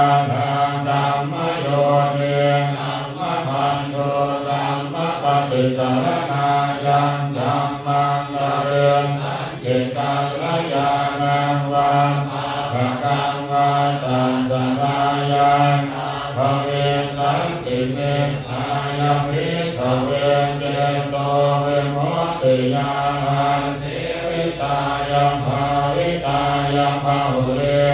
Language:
Pali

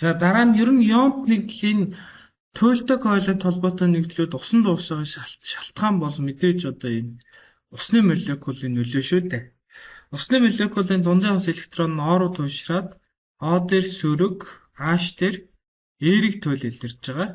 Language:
Mongolian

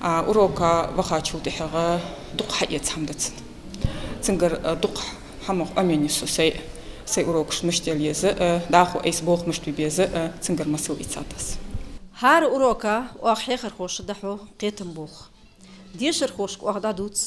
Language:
Ingush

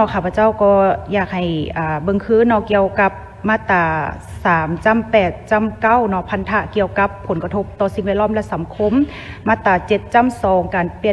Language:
Lao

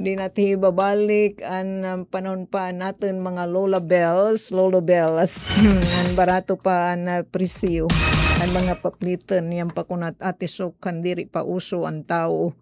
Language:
Waray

